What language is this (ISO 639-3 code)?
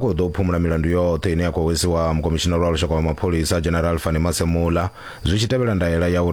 ven